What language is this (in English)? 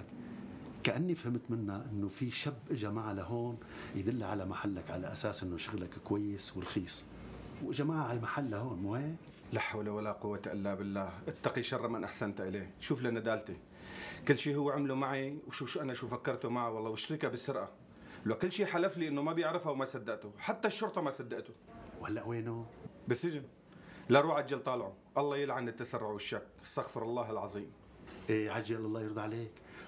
North Levantine Arabic